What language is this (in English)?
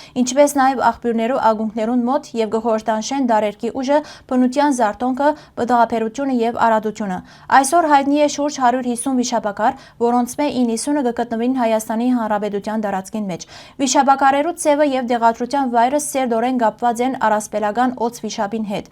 Western Armenian